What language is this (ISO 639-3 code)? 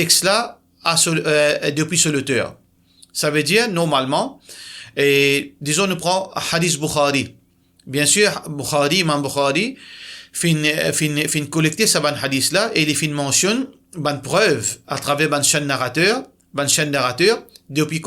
mfe